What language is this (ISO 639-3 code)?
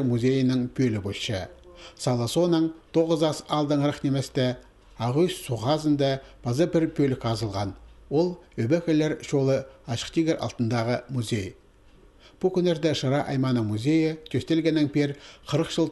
kjh